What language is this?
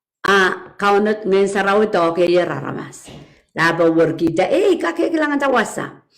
Pohnpeian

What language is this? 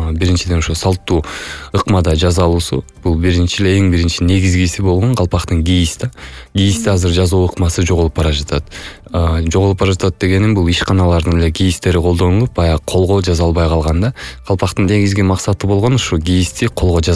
Kyrgyz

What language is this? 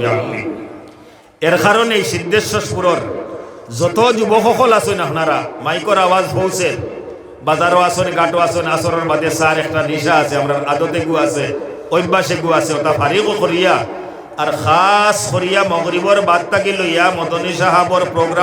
Sylheti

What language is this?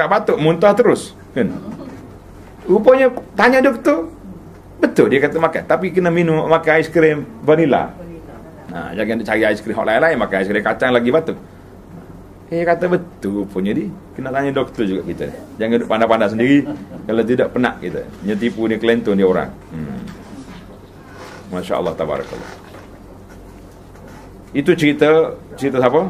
Malay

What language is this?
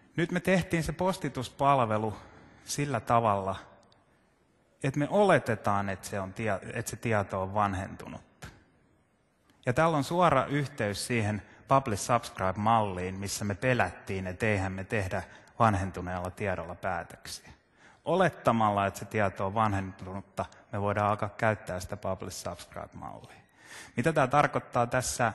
Finnish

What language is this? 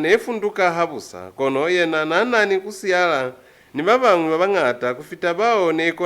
Lozi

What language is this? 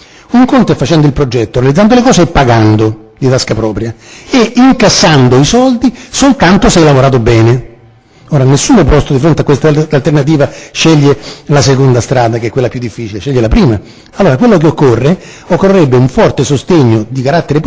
Italian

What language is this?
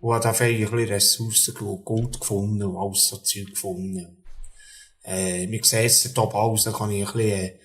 Swiss German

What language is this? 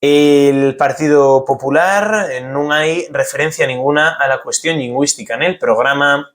Asturian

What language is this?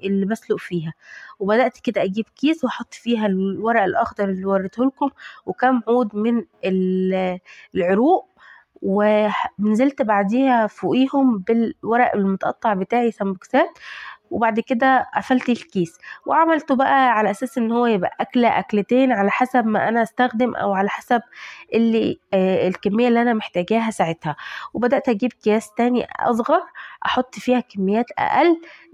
Egyptian Arabic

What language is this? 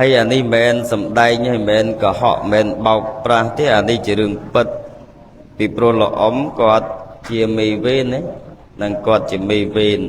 Khmer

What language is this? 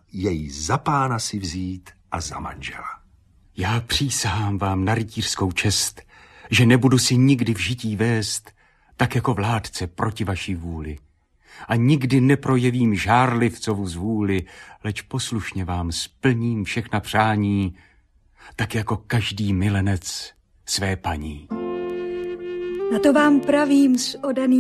Czech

